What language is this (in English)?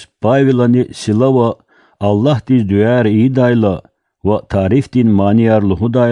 Lezghian